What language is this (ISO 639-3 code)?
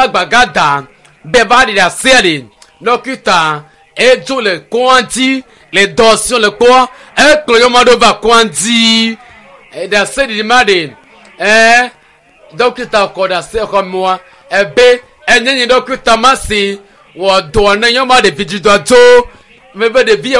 ewe